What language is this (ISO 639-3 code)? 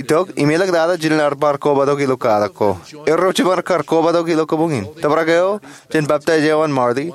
mah